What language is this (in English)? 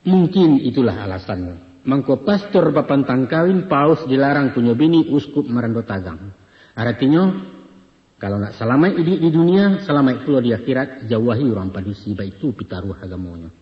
Minangkabau